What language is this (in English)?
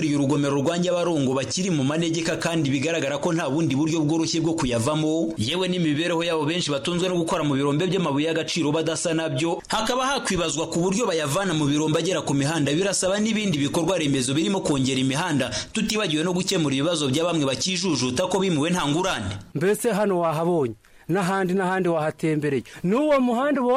Kinyarwanda